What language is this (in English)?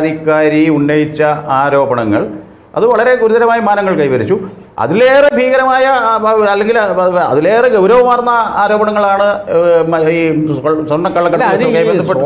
Malayalam